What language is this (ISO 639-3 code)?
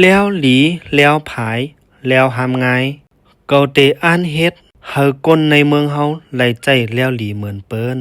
shn